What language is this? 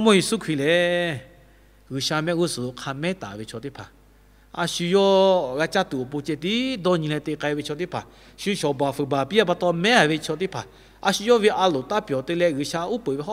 Lahu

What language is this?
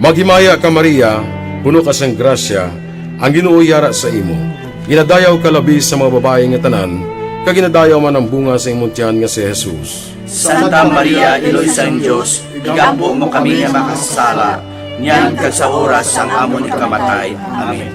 Hiligaynon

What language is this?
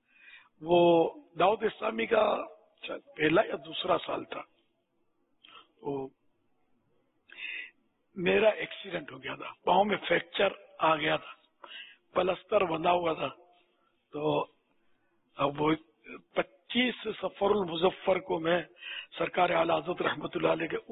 Urdu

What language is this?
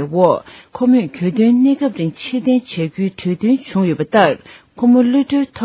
Tibetan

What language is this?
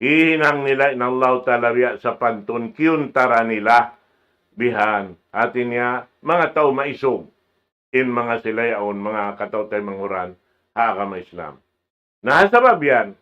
Tausug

